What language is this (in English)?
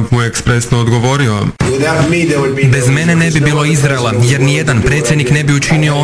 Croatian